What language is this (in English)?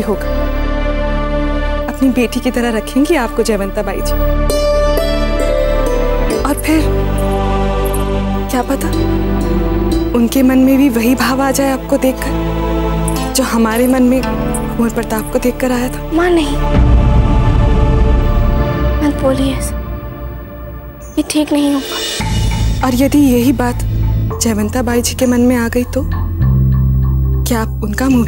Hindi